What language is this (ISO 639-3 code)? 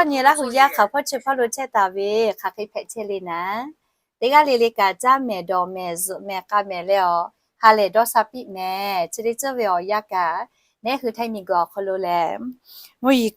lhu